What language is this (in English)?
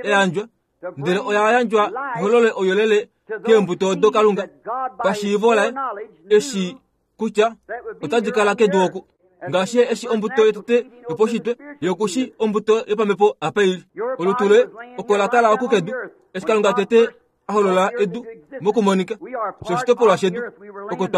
Kuanyama